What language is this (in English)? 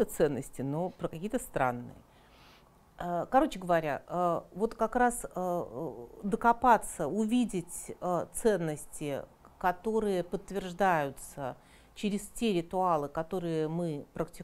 Russian